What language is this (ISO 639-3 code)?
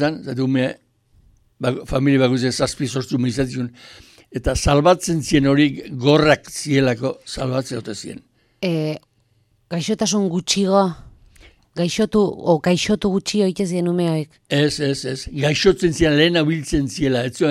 eus